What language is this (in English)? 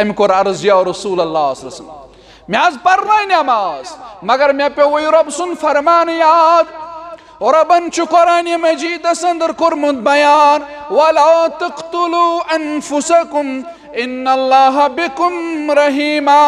Kashmiri